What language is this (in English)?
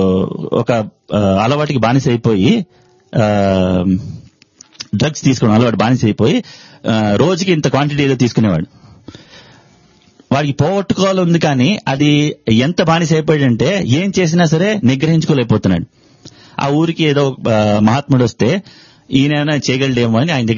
Telugu